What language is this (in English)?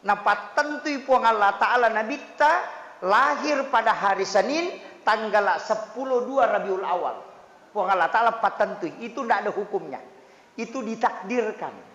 Buginese